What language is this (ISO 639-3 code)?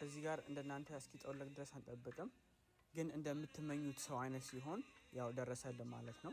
amh